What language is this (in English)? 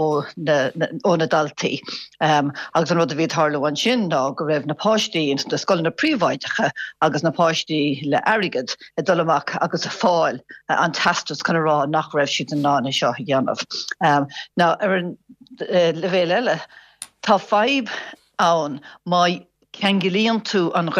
Irish